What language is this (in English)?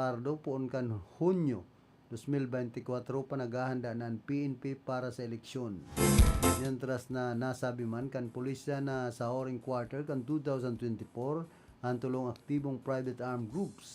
Bikol